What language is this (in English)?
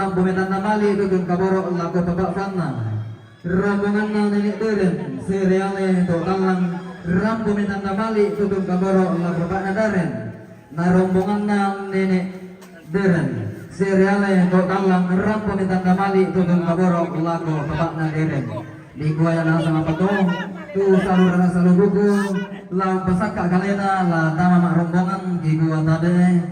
Toraja-Sa'dan